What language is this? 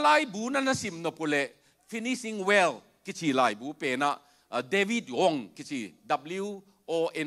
Tedim Chin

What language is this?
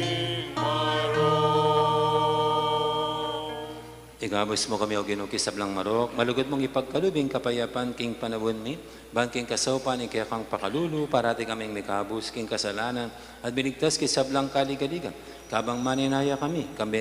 Pampanga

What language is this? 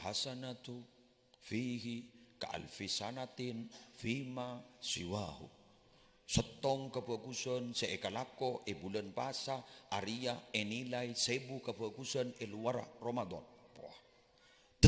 Madurese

